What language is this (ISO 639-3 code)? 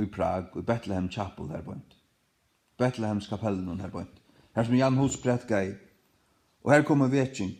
fao